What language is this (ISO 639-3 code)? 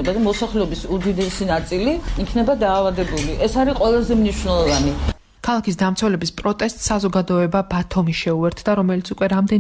kat